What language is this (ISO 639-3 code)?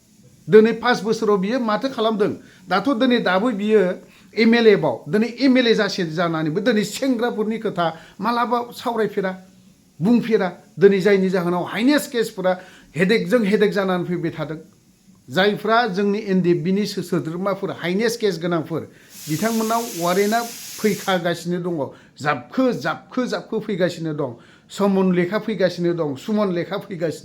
brx